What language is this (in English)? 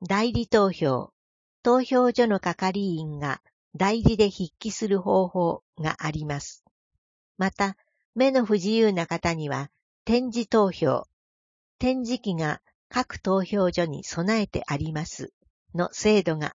Japanese